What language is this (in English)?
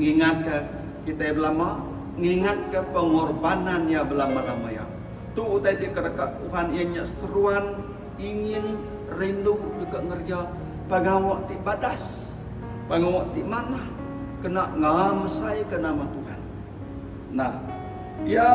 Iban